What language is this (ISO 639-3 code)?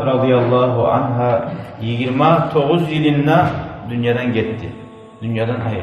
kum